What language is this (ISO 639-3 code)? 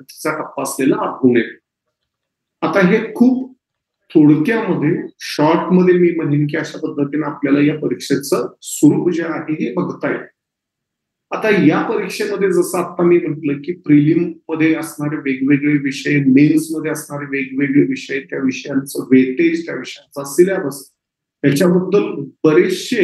mar